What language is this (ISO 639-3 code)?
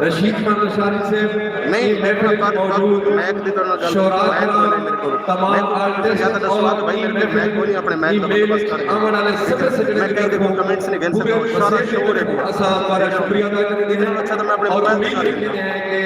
skr